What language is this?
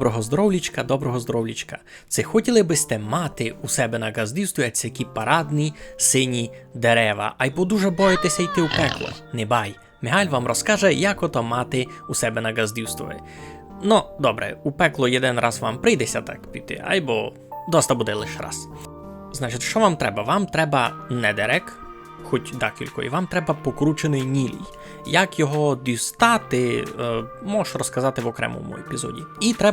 Rusyn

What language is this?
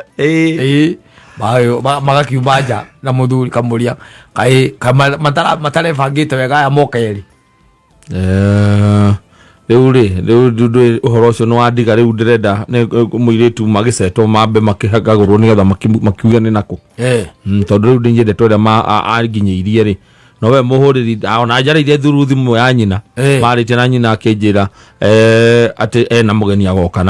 Kikuyu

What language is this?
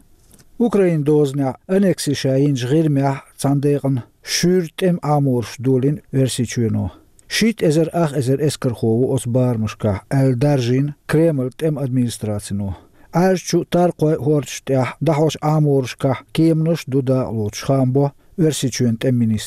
Chechen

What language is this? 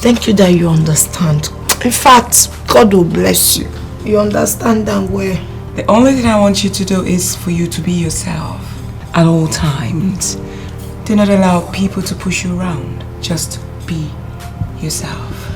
Nigerian Pidgin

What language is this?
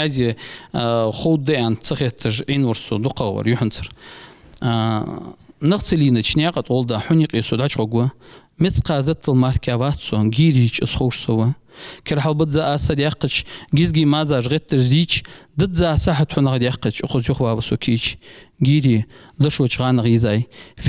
Ingush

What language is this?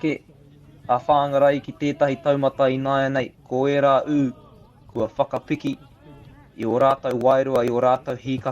Māori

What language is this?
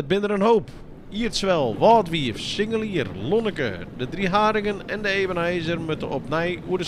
Western Frisian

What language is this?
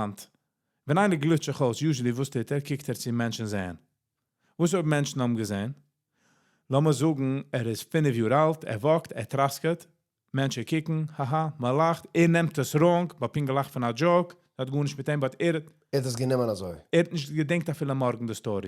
Yiddish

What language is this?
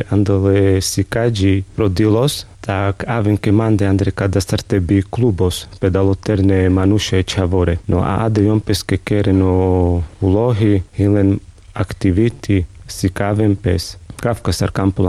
Carpathian Romani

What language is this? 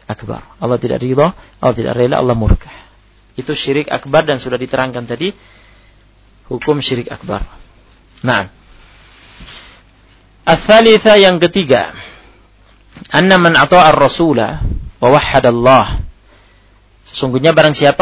Indonesian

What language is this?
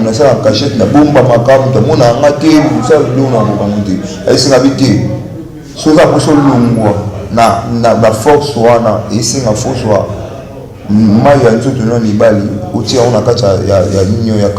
Lingala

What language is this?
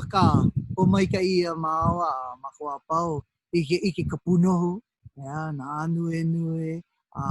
Hawaiian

